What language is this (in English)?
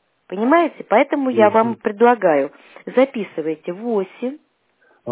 Russian